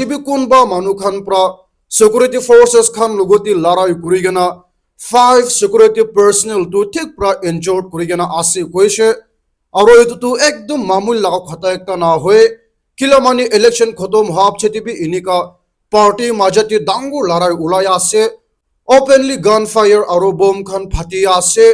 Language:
Naga Pidgin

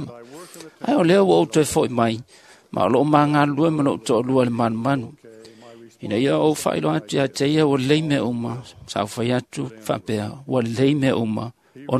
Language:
Samoan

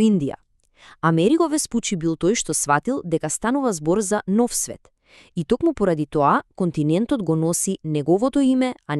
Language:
Macedonian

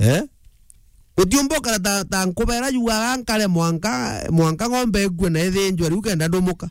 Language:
Meru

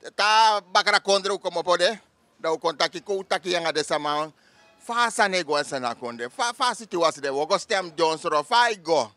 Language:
Sranan Tongo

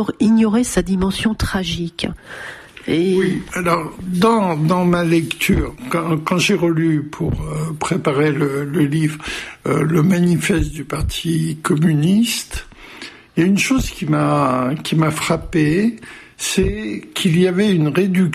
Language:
French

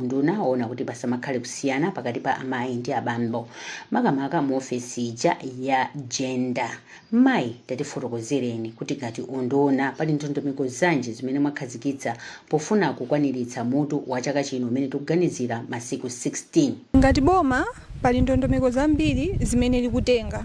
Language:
Nyanja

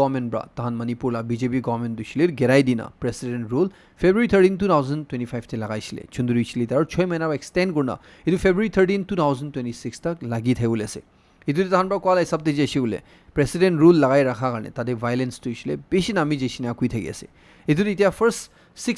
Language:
Naga Pidgin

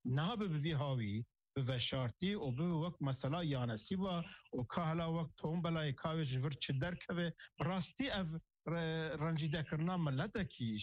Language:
Kurdish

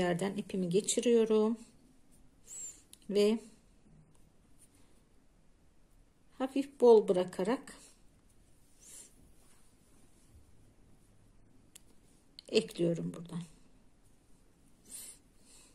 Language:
Turkish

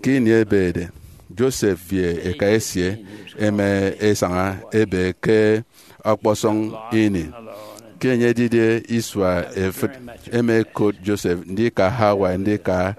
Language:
Efik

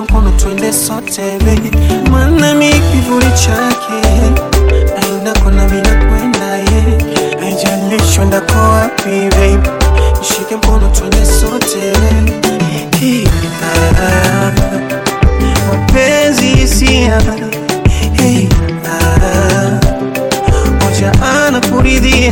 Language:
Swahili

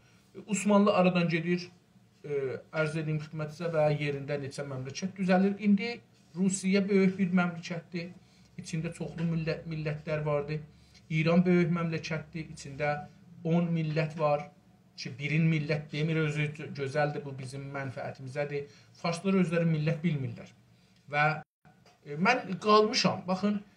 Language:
South Azerbaijani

